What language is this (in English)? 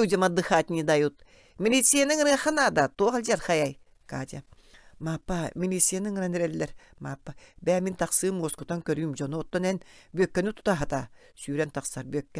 Yakut